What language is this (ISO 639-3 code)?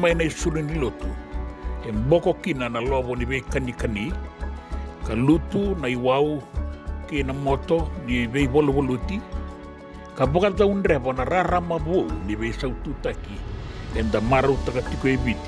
fij